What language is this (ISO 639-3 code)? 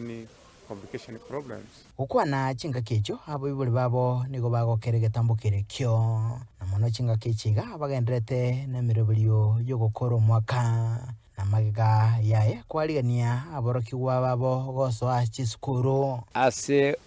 guz